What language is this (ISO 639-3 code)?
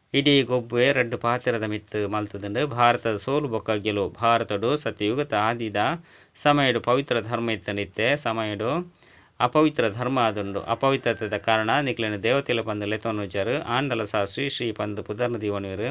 tcy